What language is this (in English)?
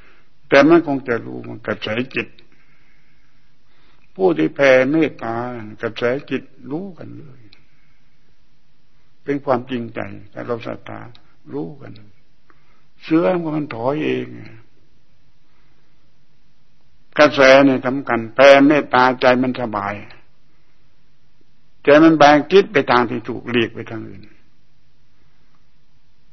Thai